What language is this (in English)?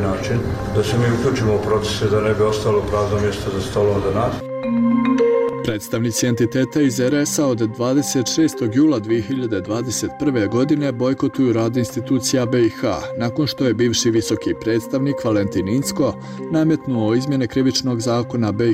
Bosnian